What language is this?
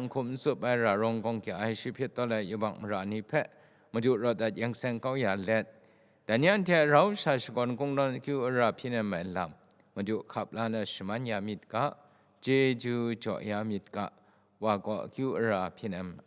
Kachin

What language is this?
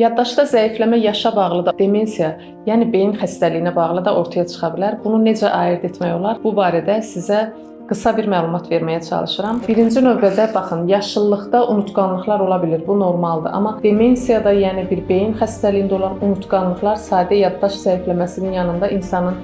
Azerbaijani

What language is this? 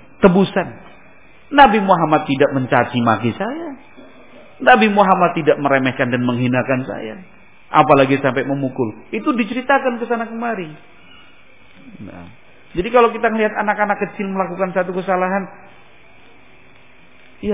Indonesian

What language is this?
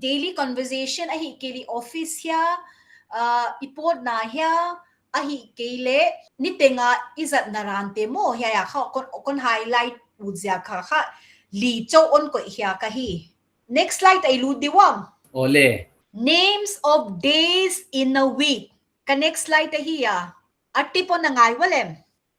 Paite Chin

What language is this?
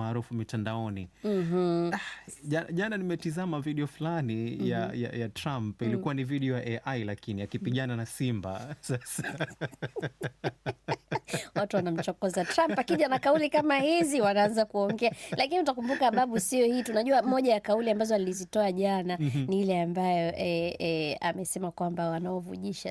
Swahili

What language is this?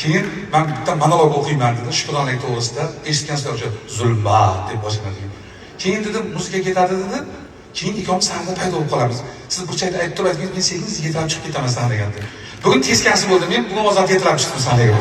Uzbek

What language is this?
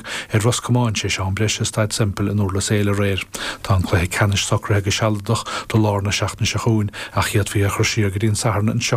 Irish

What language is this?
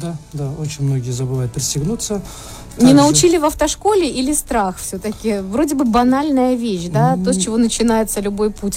Russian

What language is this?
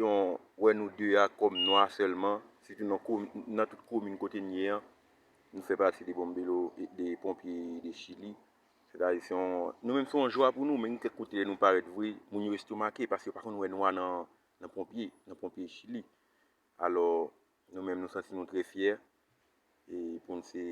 Haitian Creole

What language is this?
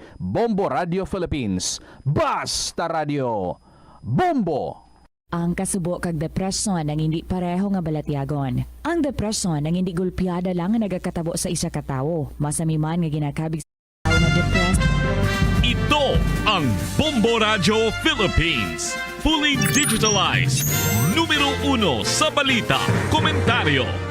Hiligaynon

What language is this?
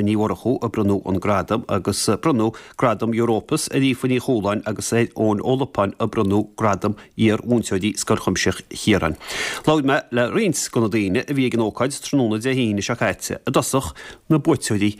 Irish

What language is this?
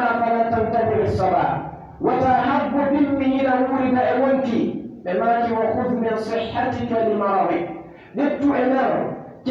Pular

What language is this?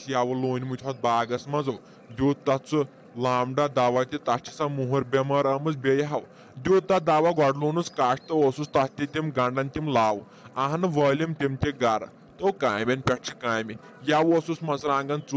Kashmiri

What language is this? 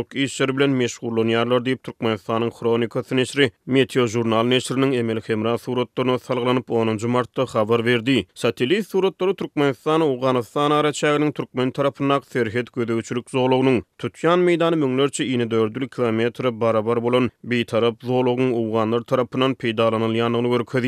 Turkmen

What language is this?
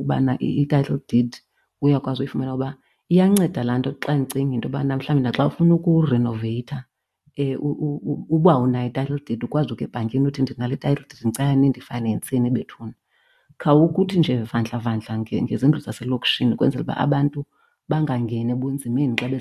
Xhosa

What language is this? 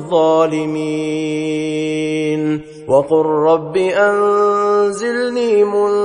Arabic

